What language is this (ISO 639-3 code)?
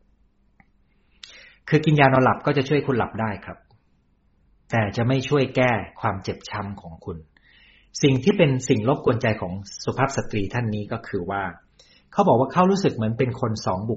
tha